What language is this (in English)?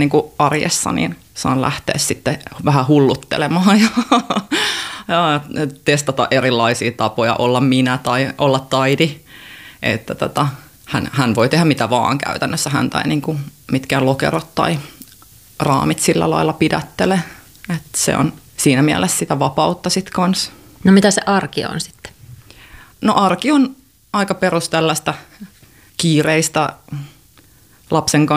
Finnish